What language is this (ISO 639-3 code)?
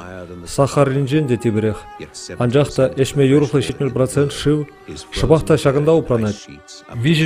chv